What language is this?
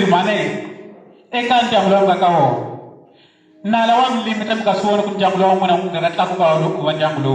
Tsonga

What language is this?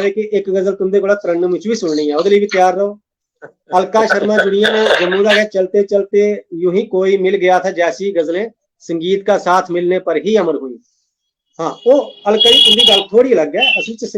Dogri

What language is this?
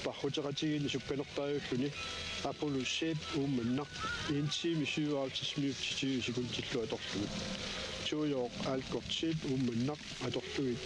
Kalaallisut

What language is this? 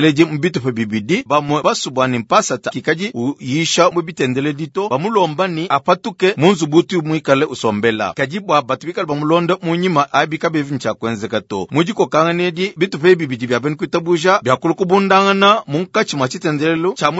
Luba-Lulua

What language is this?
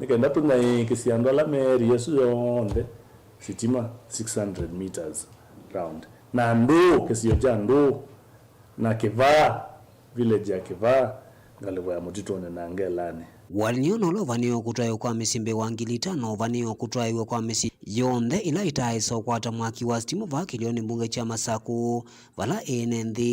Kamba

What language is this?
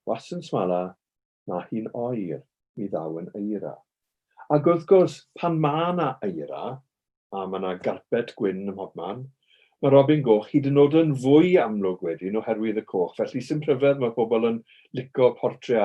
Welsh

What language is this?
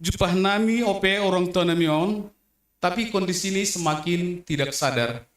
Batak Simalungun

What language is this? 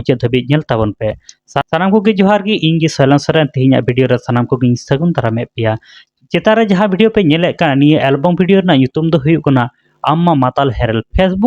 Santali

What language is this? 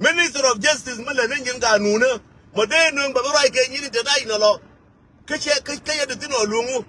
Nuer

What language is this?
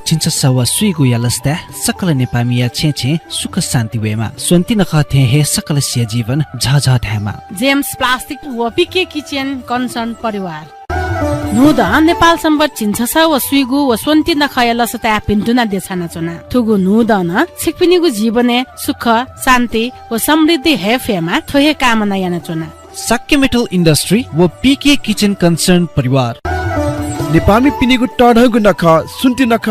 Newari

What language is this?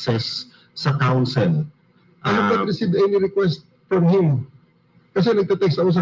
Filipino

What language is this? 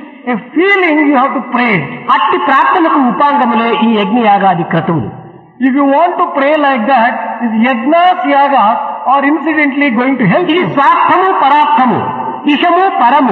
Telugu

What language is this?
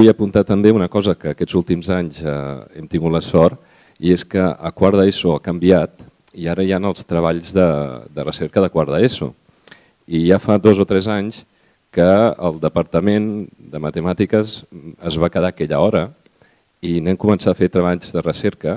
Catalan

